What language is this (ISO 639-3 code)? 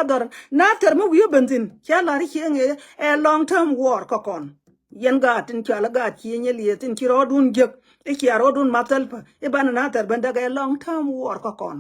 nus